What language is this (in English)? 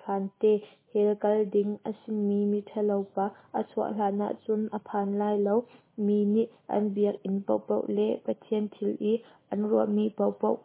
Hakha Chin